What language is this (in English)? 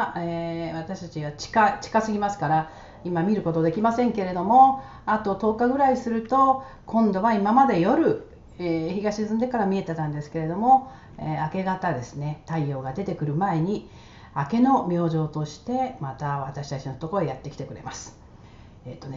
Japanese